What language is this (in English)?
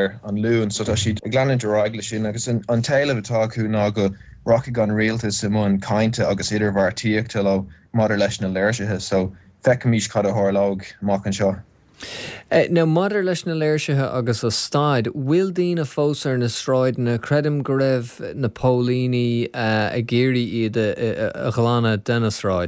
Irish